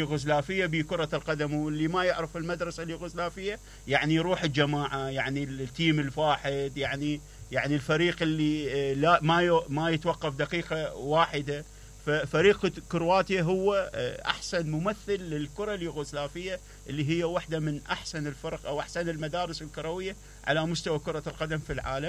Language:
Mesopotamian Arabic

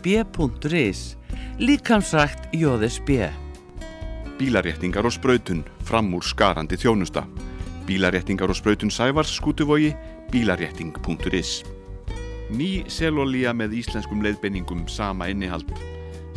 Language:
Icelandic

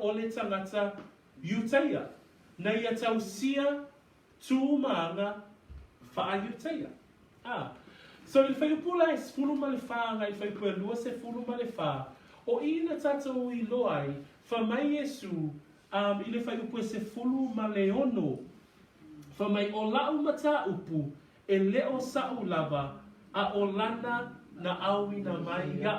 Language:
Samoan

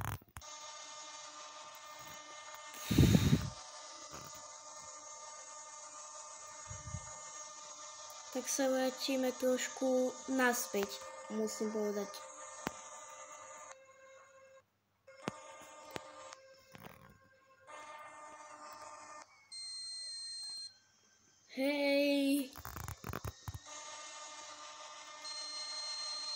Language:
Slovak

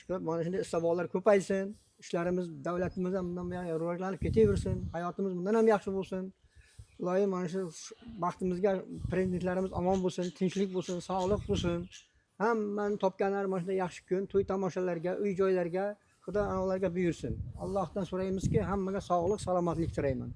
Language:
Uzbek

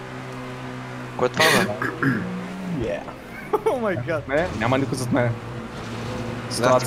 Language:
Bulgarian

